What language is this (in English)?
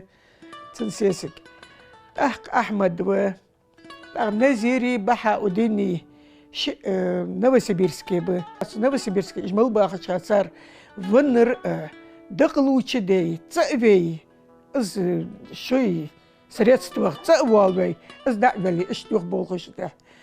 Ingush